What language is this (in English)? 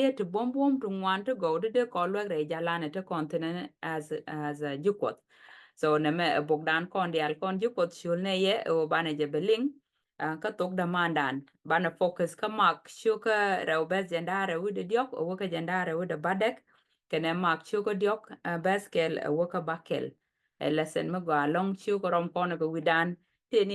Nuer